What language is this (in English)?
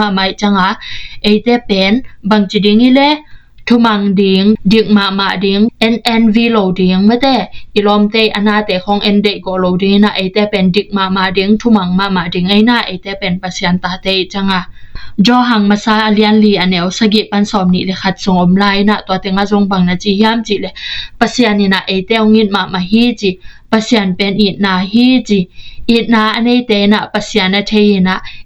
Tedim Chin